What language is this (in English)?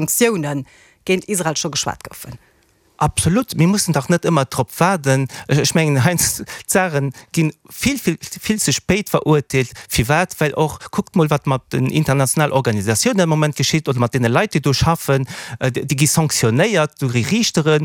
Luxembourgish